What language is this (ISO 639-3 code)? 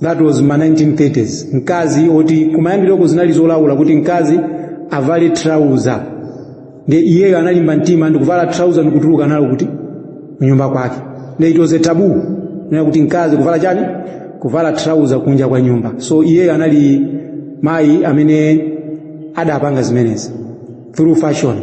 nya